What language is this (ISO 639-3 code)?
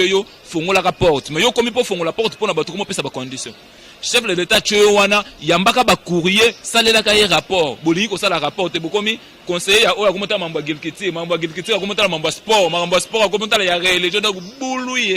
lin